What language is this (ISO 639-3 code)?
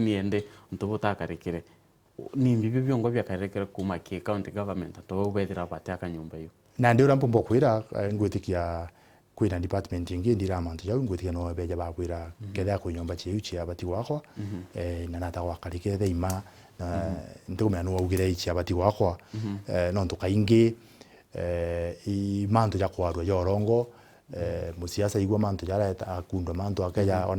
mer